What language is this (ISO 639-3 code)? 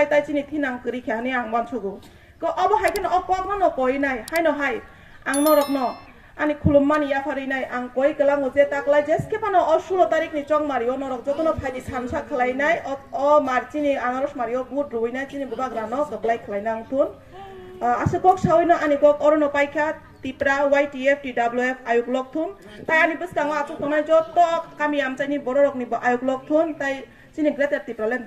trp